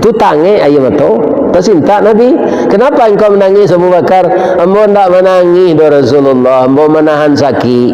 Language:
Minangkabau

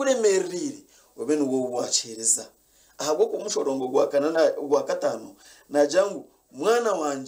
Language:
Nyankole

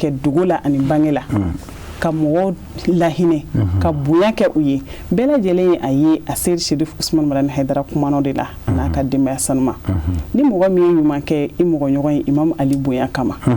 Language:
Bambara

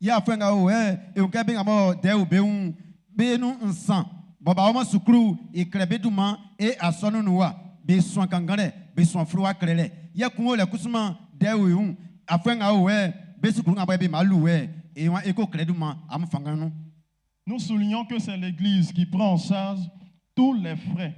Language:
Baoulé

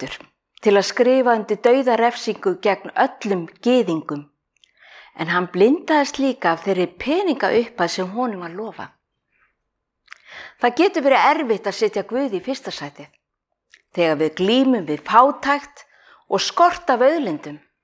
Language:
Icelandic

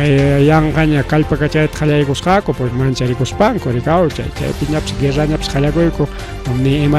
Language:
Ayacucho Quechua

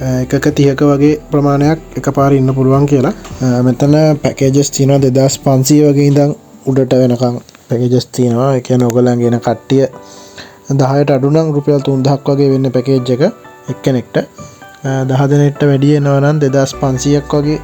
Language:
Sinhala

